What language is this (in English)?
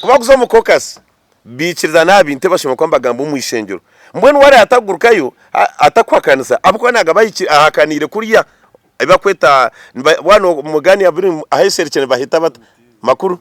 Nyankole